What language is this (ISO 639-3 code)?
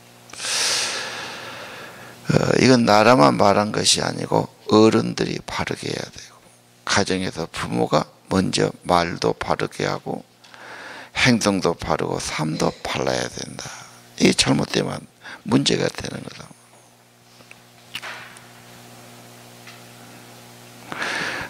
kor